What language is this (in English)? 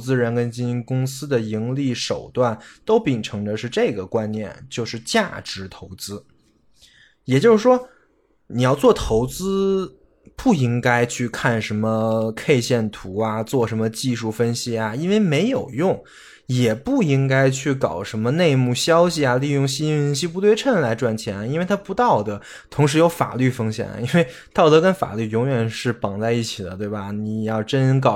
Chinese